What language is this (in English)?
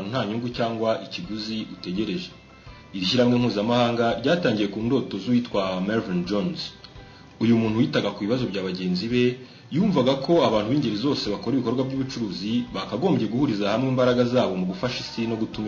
Kinyarwanda